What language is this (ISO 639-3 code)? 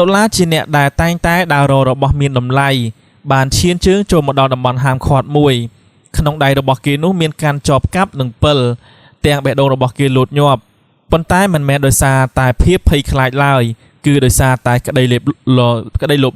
khm